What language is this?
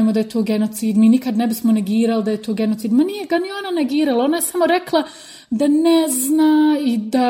Bosnian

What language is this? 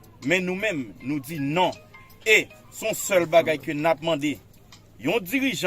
Haitian Creole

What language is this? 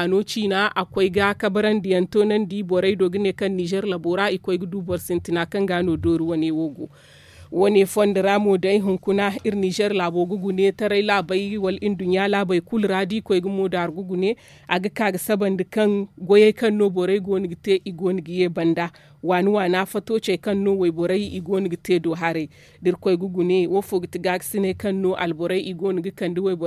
Zarma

